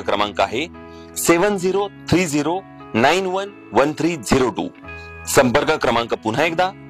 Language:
Marathi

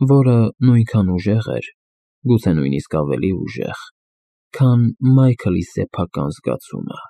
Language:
Armenian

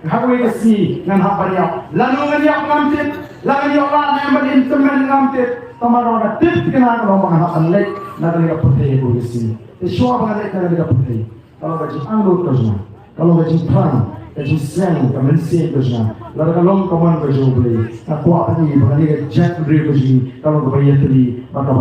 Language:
Khasi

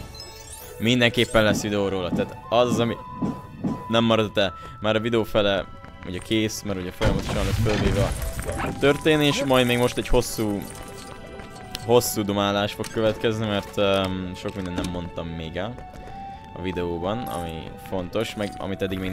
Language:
Hungarian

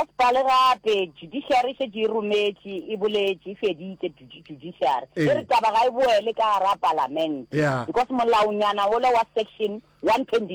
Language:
Northern Sotho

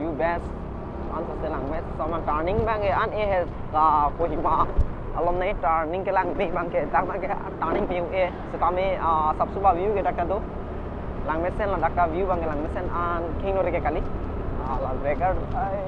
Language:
Karbi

